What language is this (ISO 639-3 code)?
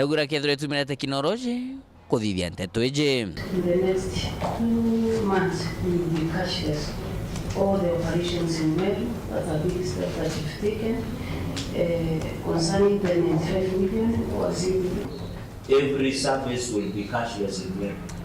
mer